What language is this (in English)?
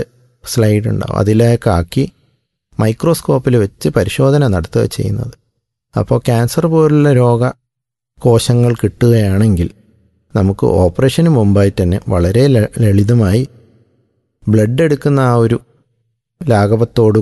Malayalam